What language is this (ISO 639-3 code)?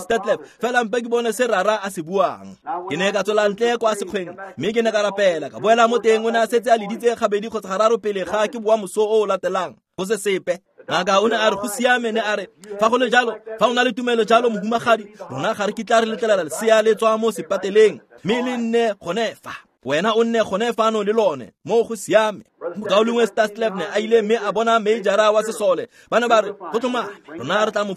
tsn